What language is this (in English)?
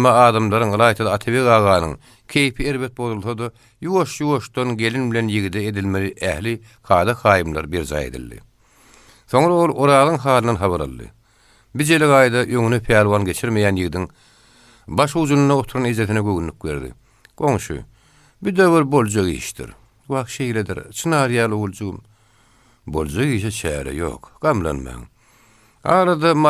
Turkmen